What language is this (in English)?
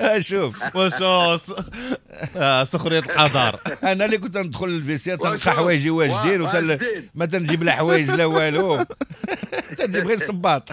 Moroccan Arabic